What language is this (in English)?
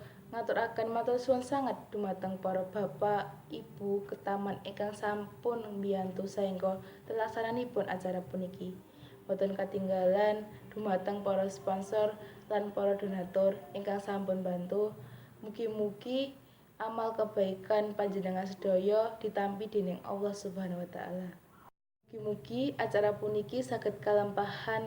Javanese